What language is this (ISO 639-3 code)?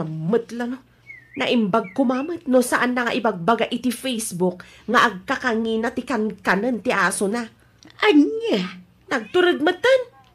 ilo